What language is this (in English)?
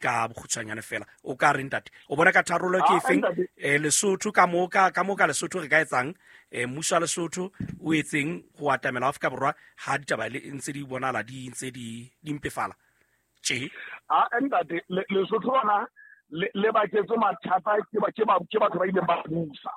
Southern Sotho